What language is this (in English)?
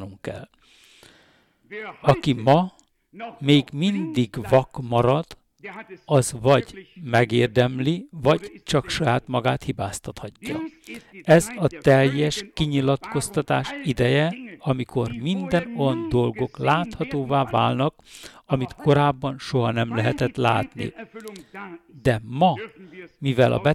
Hungarian